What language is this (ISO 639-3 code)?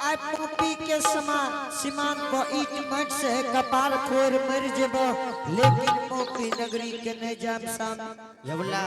anp